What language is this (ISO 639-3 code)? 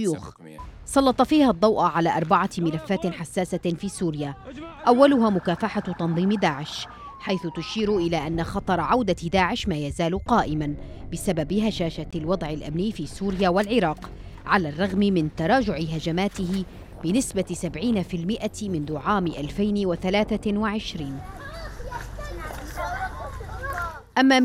ara